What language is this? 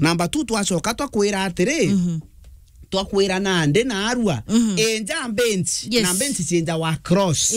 Meru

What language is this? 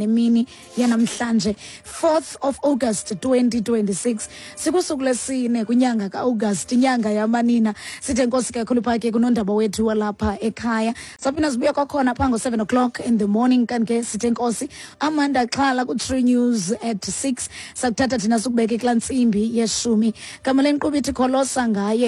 Xhosa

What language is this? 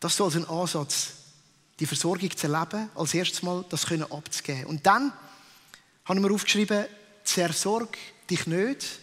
Swiss German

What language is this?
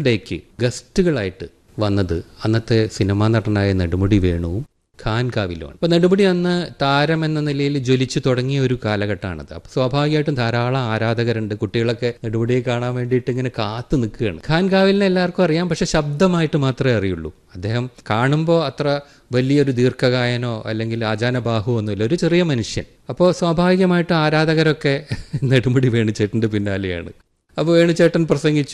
Malayalam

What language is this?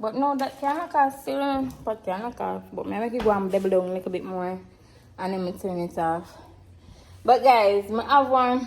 Jamaican Creole English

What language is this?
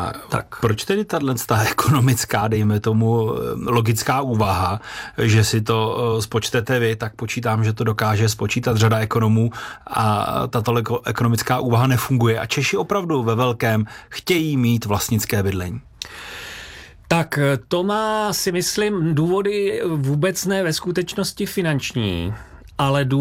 Czech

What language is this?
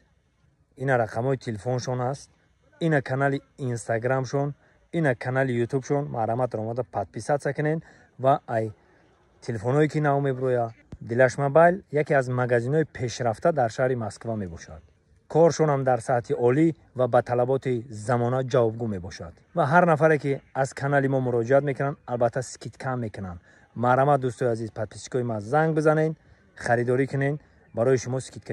Tajik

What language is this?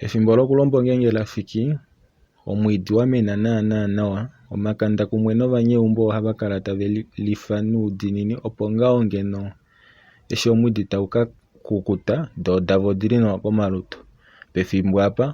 Kuanyama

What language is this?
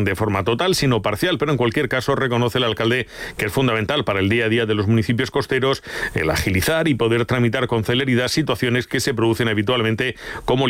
Spanish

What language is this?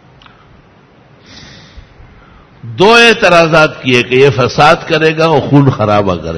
Urdu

